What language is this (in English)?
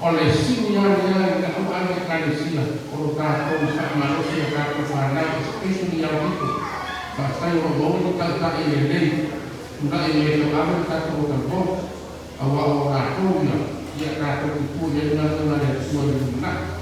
Samoan